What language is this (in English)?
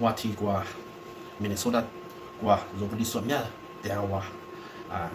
Lisu